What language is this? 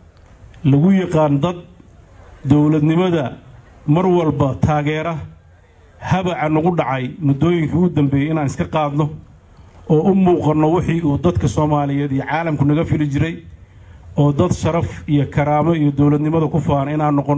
Somali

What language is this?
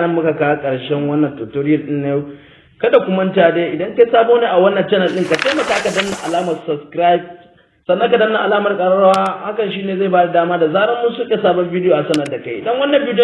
Hausa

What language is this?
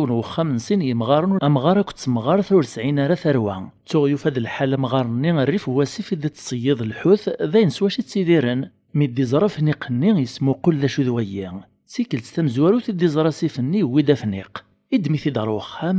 Kabyle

